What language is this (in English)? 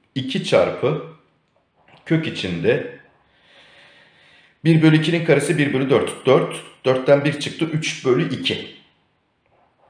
Turkish